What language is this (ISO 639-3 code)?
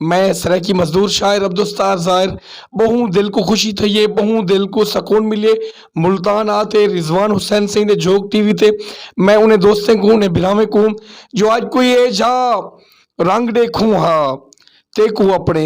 skr